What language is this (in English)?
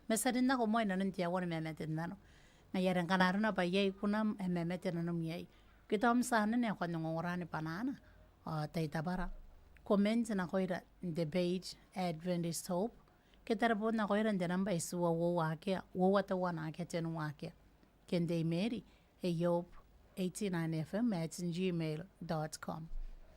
Gilbertese